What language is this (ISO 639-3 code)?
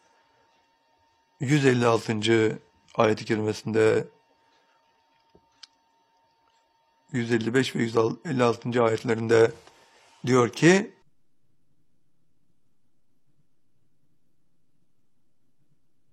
tur